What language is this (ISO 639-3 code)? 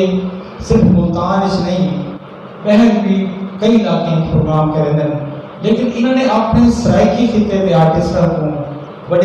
skr